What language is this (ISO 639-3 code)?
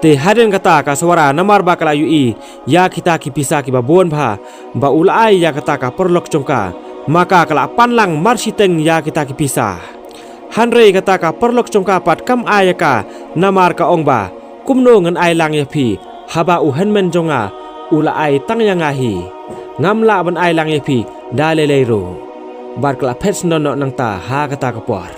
kha